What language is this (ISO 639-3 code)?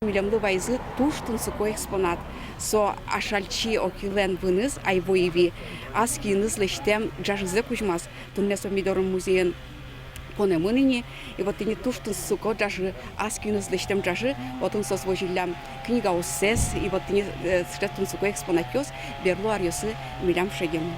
udm